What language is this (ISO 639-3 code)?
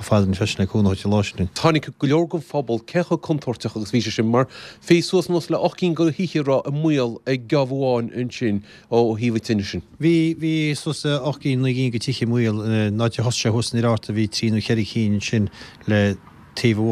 gle